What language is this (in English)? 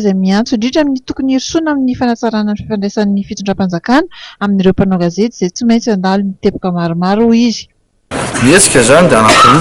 Malagasy